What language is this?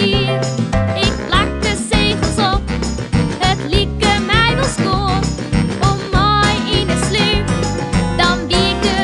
Western Frisian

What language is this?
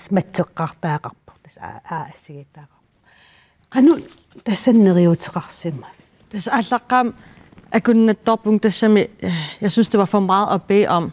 Kalaallisut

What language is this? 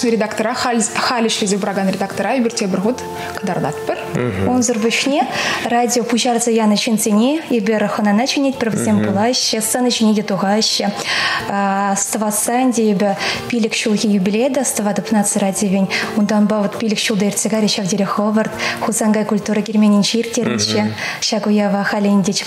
Chuvash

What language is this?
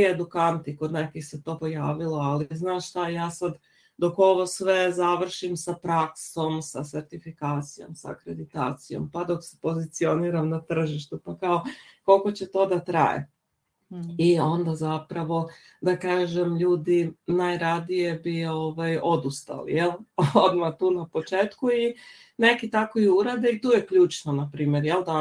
Serbian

